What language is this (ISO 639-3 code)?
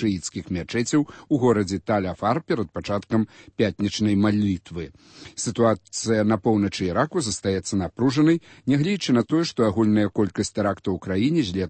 bel